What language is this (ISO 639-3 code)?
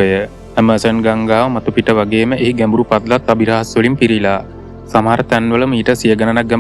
sin